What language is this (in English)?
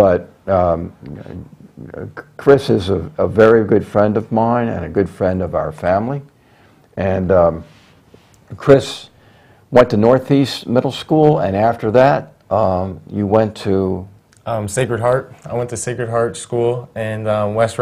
English